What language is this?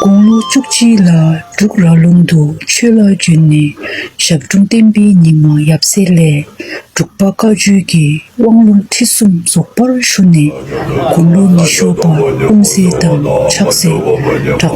Dzongkha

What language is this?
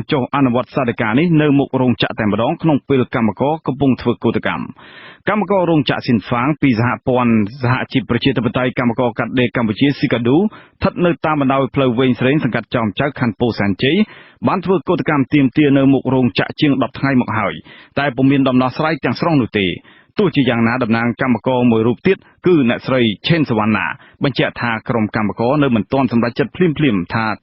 Khmer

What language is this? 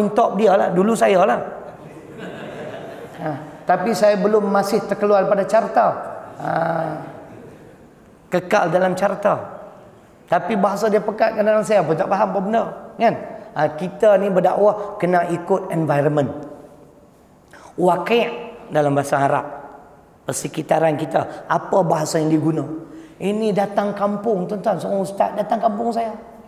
Malay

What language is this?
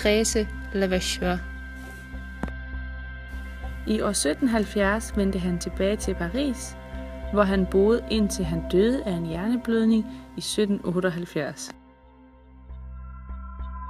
Danish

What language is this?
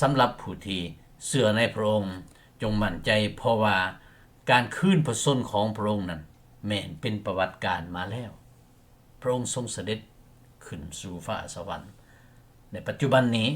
Lao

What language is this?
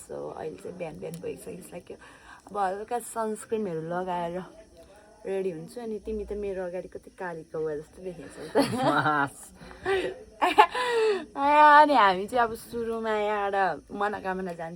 Nepali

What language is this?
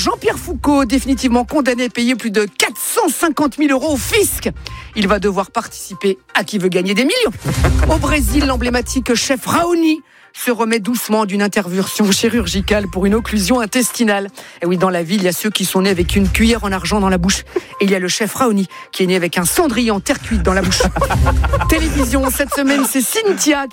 French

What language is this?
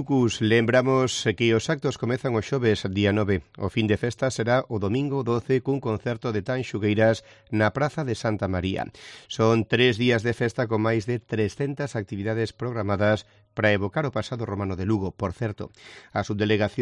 Galician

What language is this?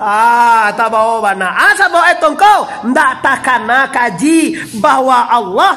Minangkabau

